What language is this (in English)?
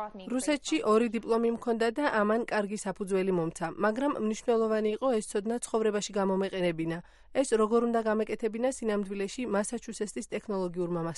Georgian